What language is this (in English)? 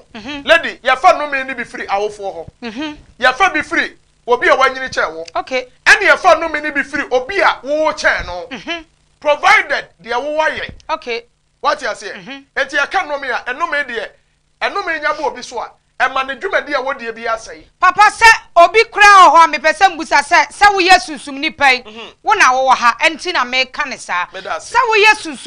Akan